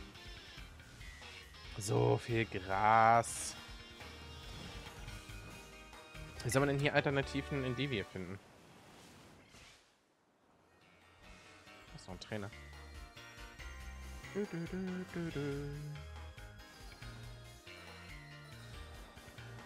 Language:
German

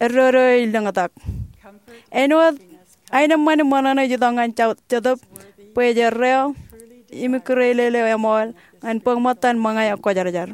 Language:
Marshallese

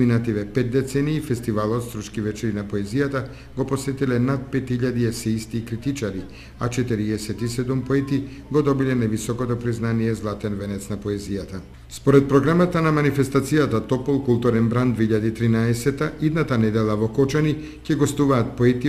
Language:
Macedonian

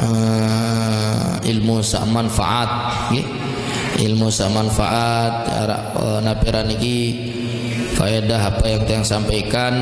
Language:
Sasak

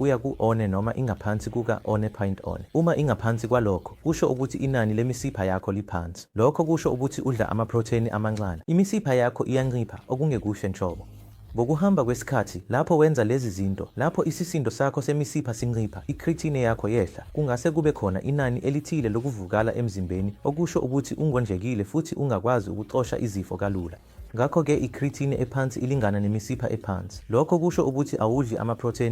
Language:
Zulu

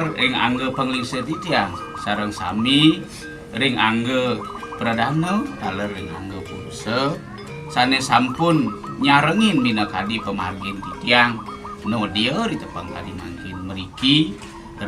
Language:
Balinese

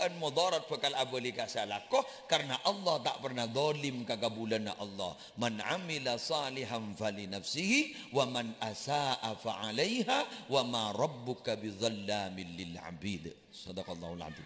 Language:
Madurese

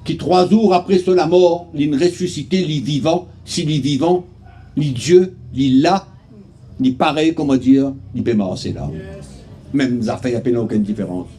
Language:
Morisyen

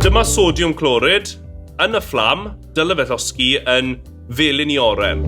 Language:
Welsh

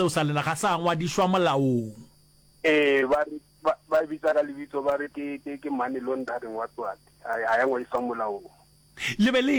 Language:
Northern Sotho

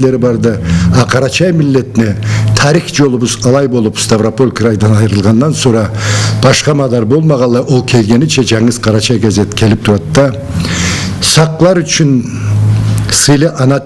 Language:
Karachay-Balkar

